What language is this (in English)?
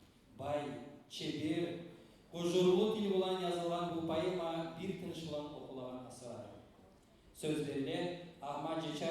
Kumyk